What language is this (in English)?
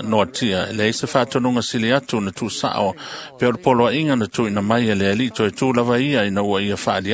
Samoan